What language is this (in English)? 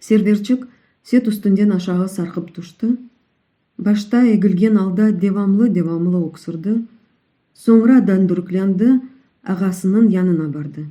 Crimean Tatar